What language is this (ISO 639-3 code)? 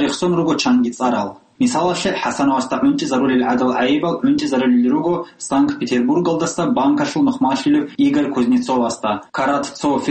ava